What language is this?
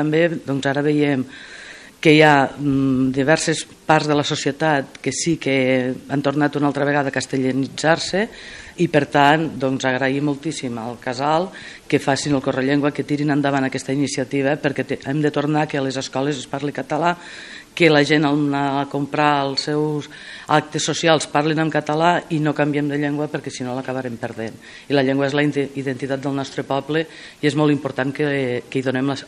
Catalan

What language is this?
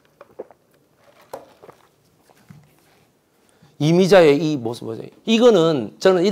Korean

